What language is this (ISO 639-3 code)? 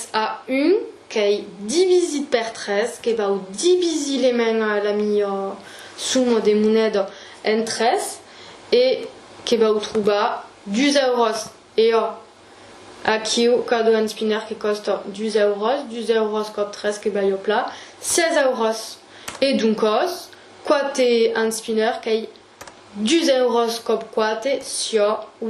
oci